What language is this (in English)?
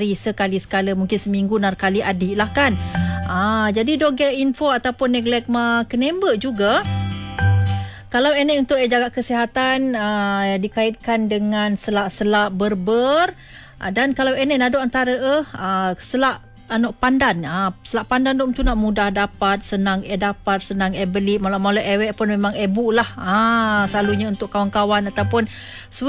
Malay